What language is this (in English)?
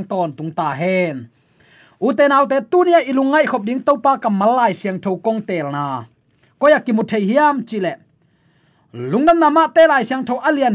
Tedim Chin